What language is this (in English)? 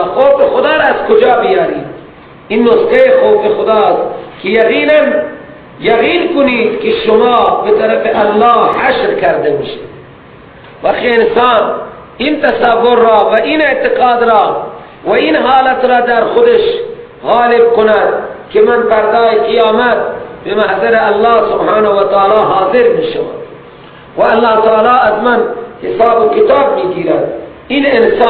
Persian